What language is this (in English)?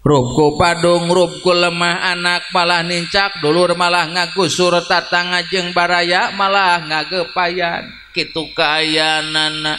Sundanese